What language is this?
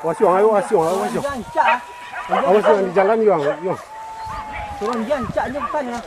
Minangkabau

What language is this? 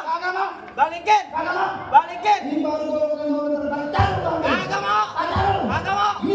Betawi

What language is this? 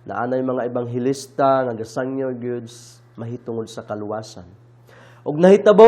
Cebuano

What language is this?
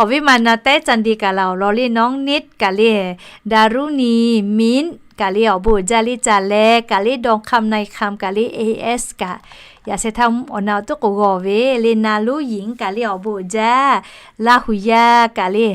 Lahu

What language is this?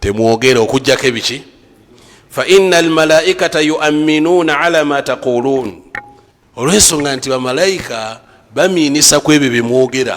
Ganda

